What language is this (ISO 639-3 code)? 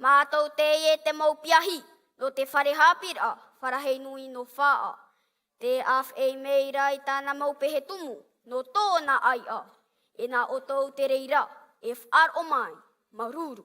tah